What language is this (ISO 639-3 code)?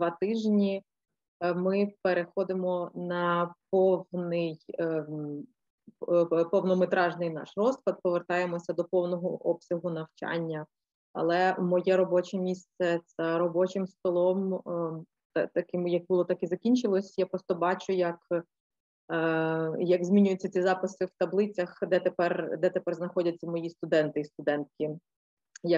ukr